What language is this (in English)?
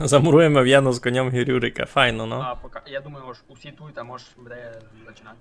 Rusyn